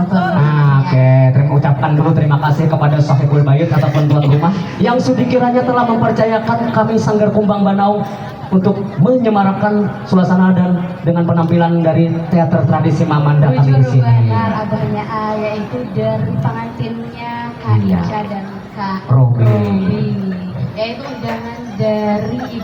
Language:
Banjar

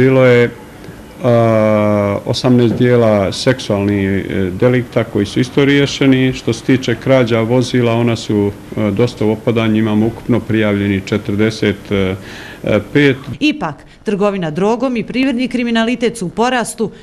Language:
Bosnian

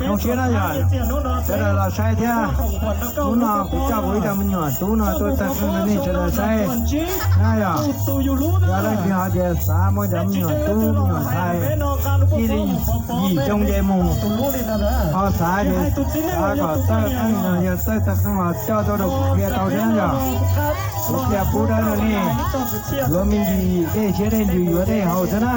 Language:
Hmong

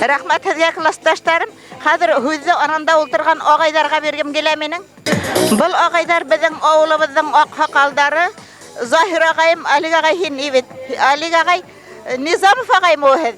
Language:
Bashkir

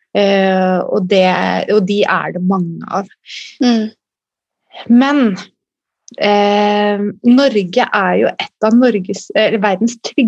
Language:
Norwegian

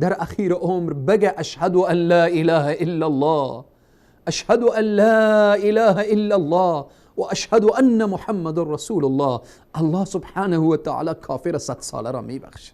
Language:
Persian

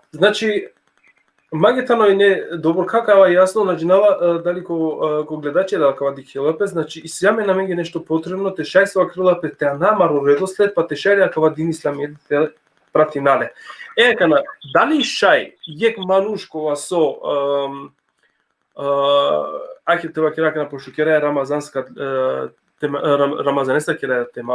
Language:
Balkan Romani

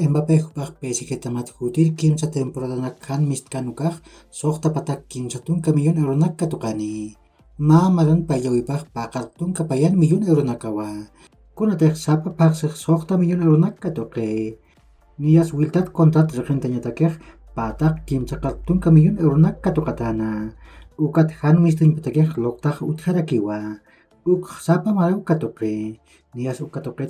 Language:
Aymara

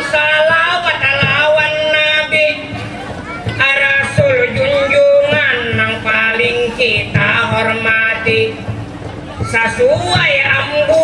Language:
Banjar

